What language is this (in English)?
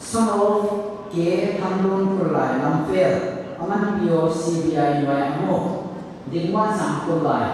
Paite Chin